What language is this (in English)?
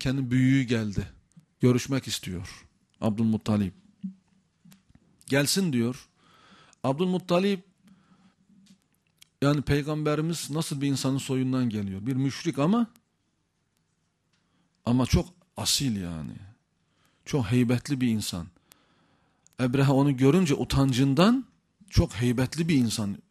Turkish